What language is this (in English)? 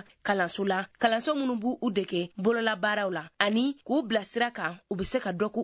Bambara